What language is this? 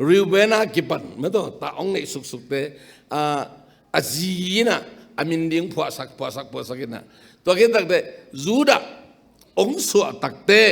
Tedim Chin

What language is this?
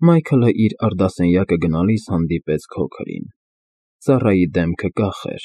Armenian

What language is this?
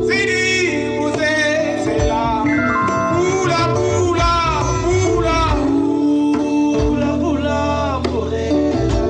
Tswana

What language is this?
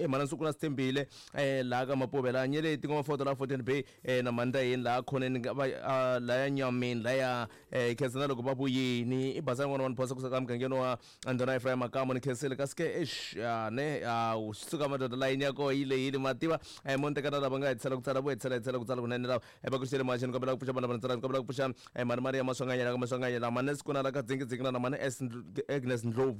Tsonga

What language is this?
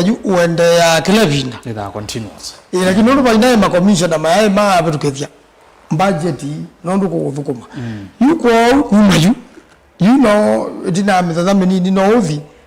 Kamba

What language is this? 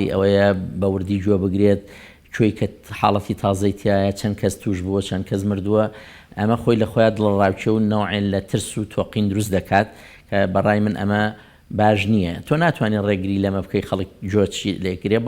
Central Kurdish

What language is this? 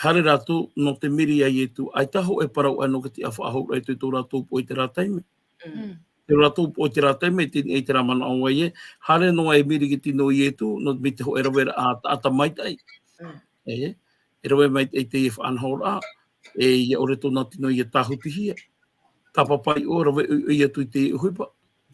Tahitian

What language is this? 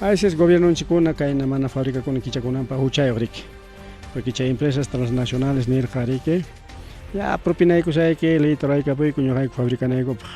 Ayacucho Quechua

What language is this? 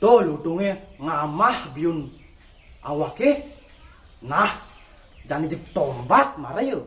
Balinese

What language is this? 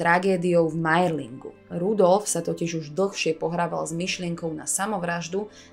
Slovak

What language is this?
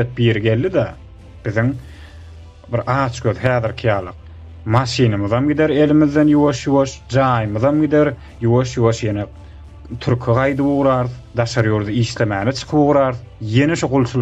Turkmen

